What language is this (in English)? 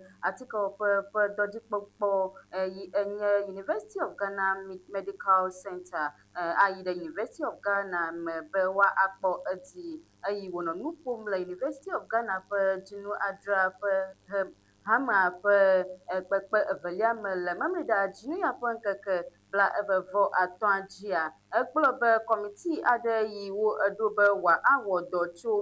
Ewe